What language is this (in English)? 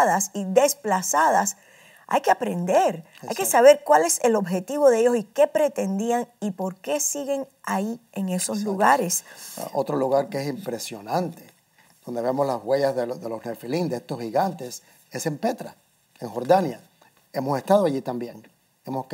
Spanish